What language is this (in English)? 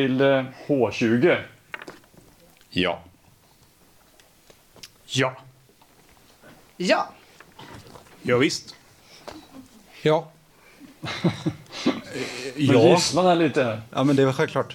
Swedish